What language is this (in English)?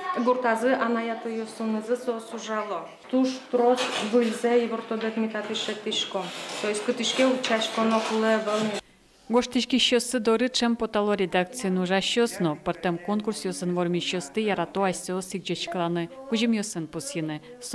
Udmurt